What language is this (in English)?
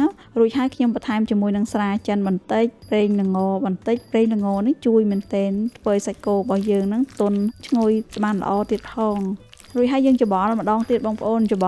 Khmer